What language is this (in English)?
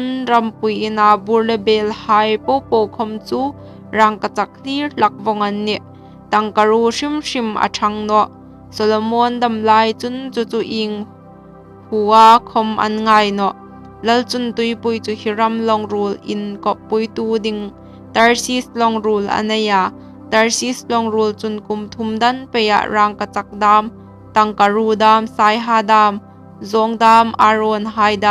Hmar